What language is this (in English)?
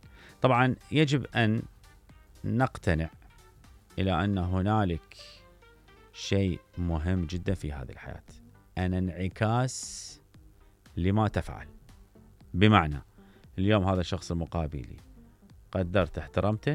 Mesopotamian Arabic